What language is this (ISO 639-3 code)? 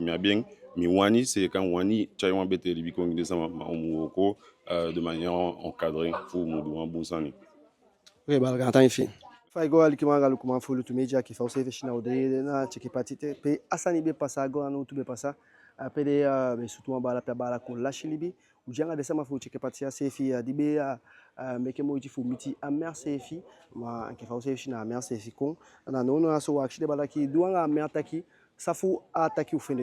djk